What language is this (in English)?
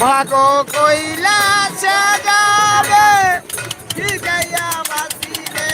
Sylheti